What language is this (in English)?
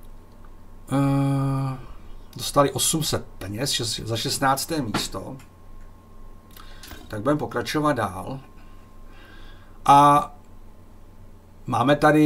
Czech